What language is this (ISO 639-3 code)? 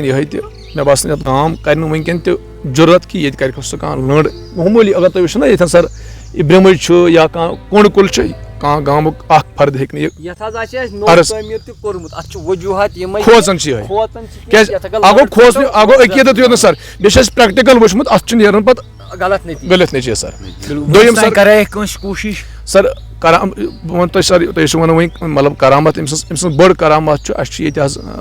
kas